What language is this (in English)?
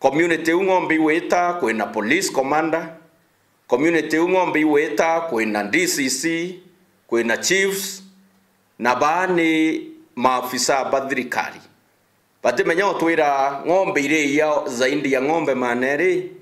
Meru